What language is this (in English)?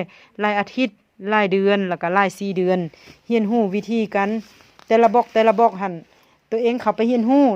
Lao